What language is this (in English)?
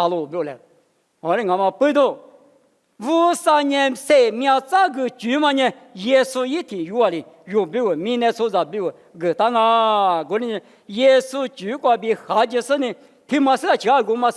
Lisu